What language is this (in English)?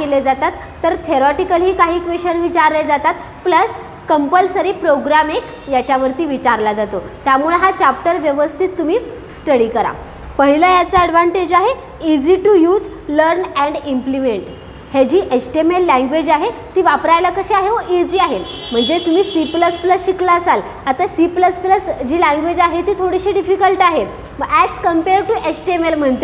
Marathi